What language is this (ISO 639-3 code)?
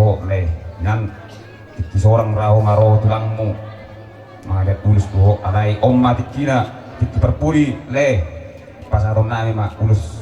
bbc